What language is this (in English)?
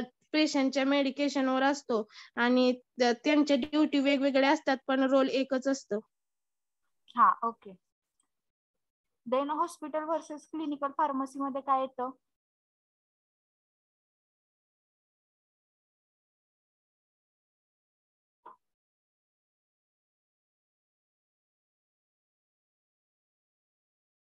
Marathi